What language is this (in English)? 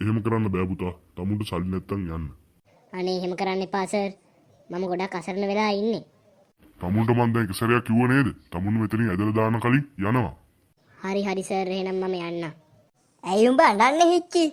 Sinhala